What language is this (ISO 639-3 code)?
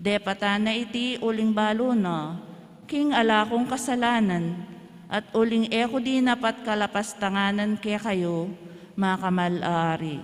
pam